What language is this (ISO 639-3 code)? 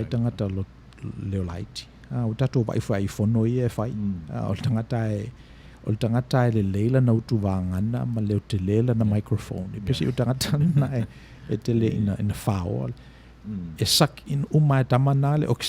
smo